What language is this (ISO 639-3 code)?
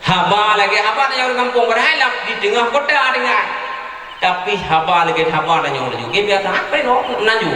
ace